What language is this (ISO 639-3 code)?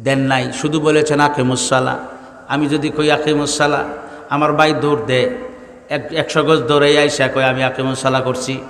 syl